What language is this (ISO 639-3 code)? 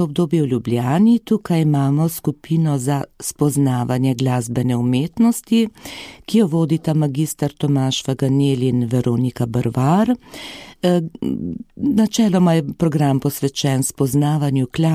slv